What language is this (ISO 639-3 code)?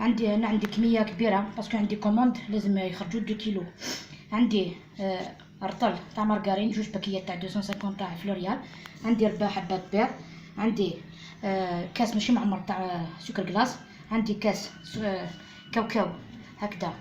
arq